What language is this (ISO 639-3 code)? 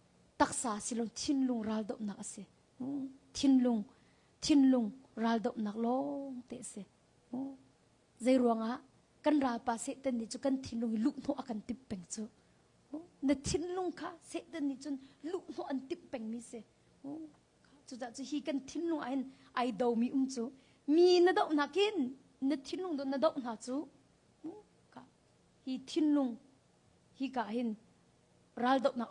cnh